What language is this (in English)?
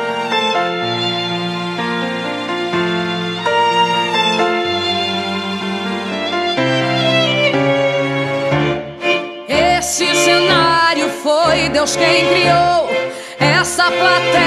Portuguese